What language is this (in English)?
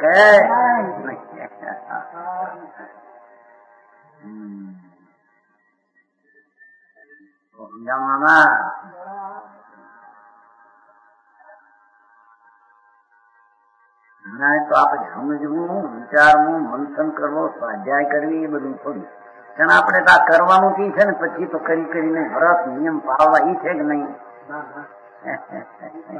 Gujarati